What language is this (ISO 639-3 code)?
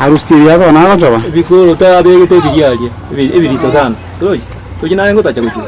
guz